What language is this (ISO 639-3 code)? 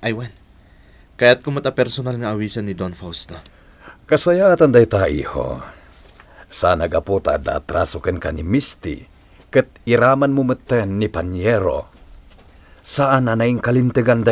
ilo